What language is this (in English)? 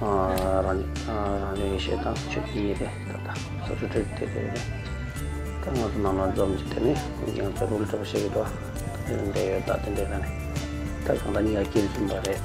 Tibetan